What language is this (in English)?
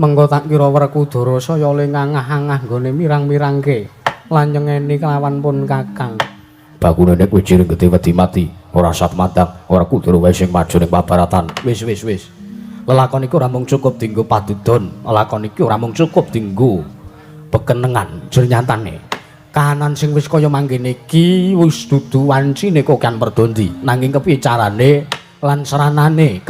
Javanese